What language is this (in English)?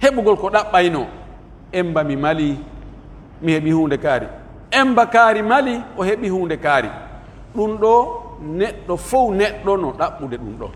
Pular